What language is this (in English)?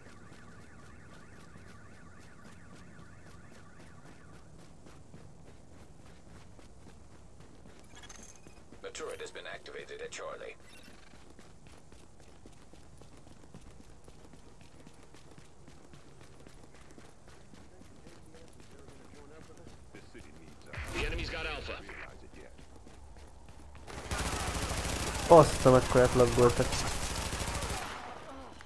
Hungarian